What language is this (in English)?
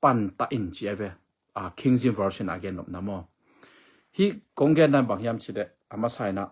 Tedim Chin